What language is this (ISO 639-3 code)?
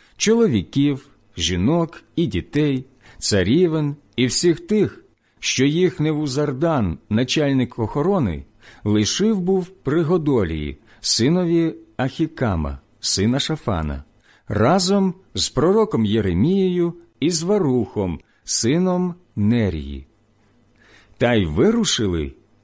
ukr